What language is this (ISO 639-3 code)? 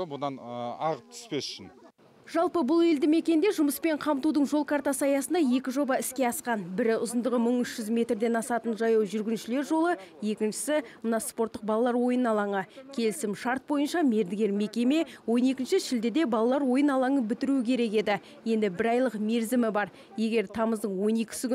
kaz